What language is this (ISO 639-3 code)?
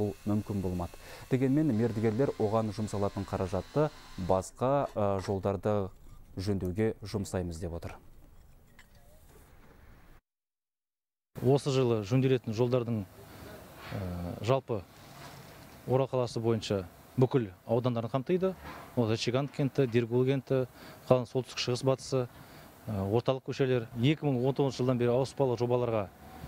kaz